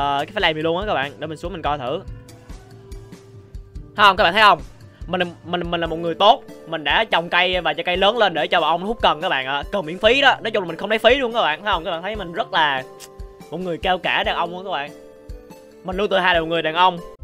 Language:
Vietnamese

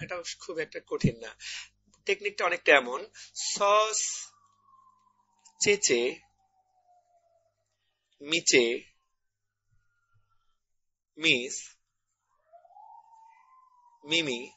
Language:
Bangla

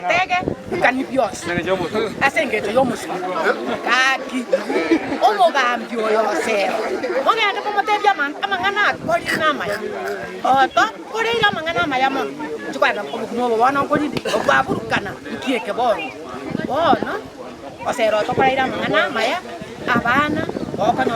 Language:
Gusii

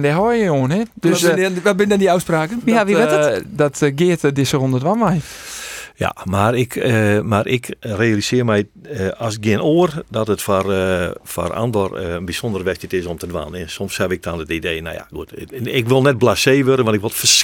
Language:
Western Frisian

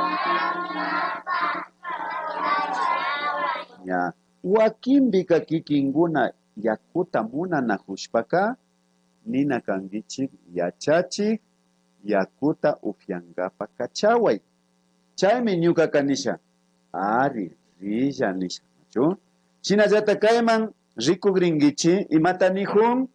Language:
Imbabura Highland Quichua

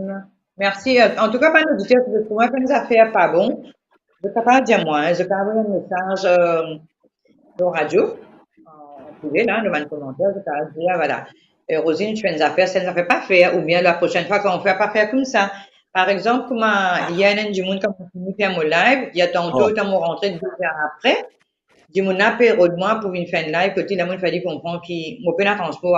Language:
Morisyen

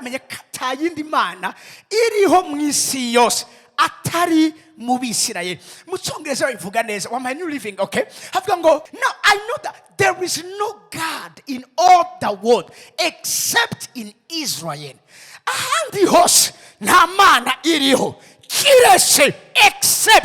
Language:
Rundi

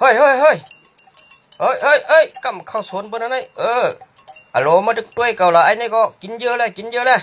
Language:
Shan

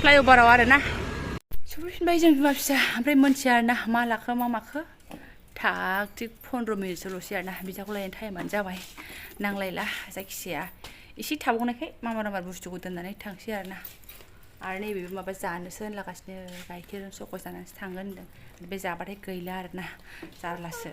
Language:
Bodo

